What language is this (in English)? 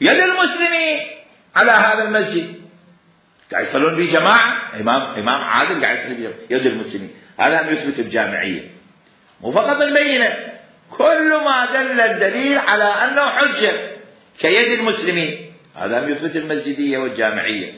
Mesopotamian Arabic